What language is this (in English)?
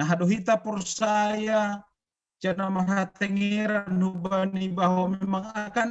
Batak Simalungun